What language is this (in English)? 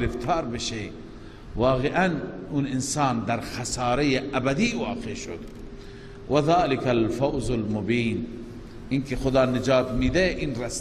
Persian